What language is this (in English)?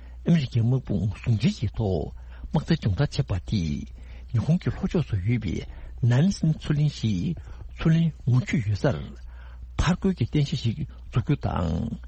Tibetan